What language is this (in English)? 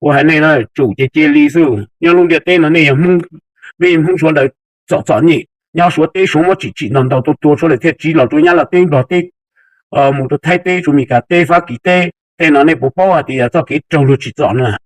Hmong